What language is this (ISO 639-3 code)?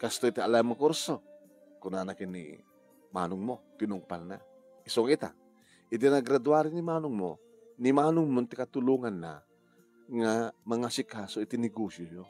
ilo